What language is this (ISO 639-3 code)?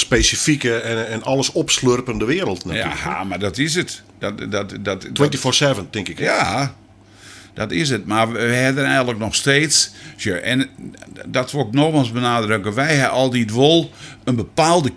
fry